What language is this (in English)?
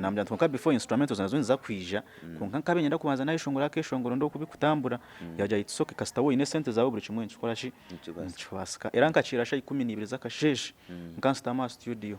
Nyankole